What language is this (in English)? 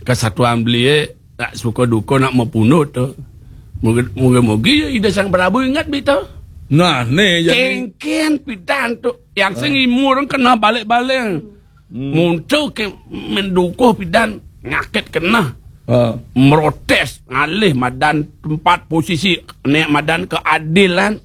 Balinese